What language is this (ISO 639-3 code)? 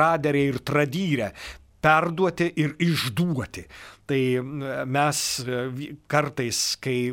lit